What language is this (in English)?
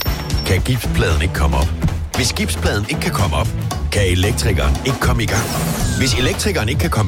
Danish